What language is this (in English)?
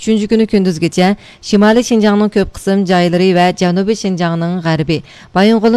Uyghur